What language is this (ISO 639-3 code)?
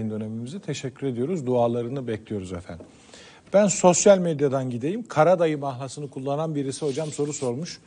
tur